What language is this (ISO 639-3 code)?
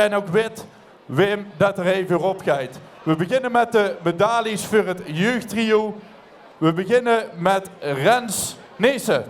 lim